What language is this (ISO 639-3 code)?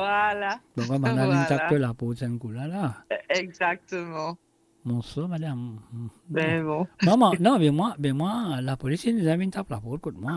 mfe